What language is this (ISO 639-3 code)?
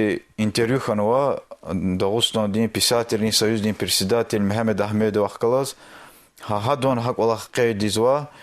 lez